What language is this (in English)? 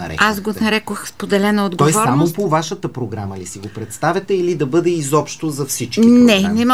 Bulgarian